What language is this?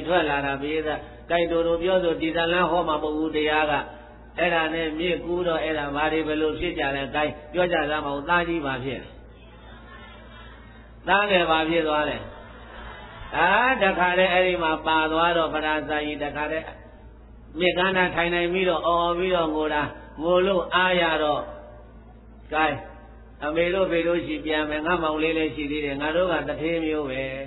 Burmese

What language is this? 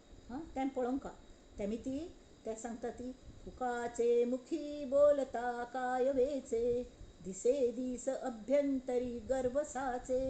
Konkani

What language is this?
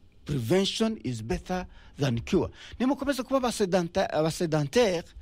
Kinyarwanda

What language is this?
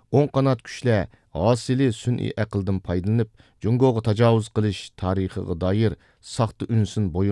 Uyghur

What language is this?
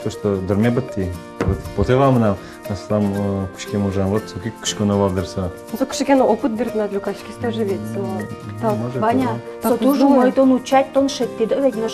Udmurt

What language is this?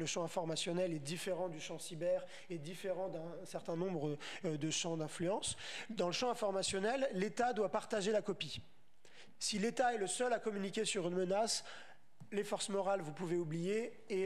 French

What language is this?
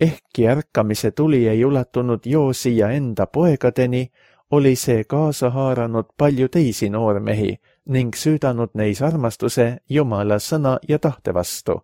Estonian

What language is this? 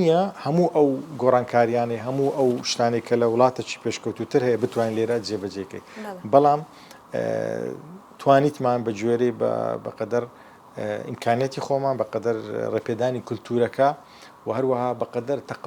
Central Kurdish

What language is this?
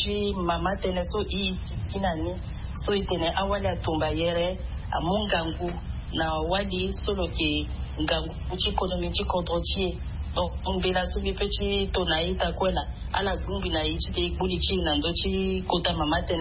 Sango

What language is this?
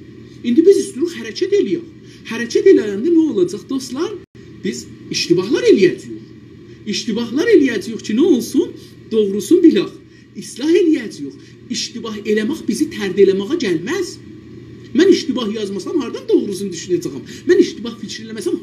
South Azerbaijani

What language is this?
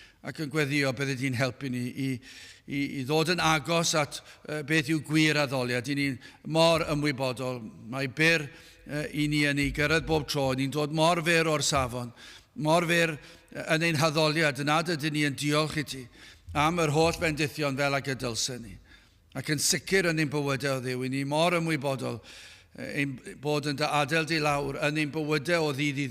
Welsh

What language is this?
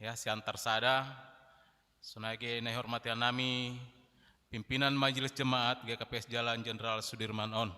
Batak Simalungun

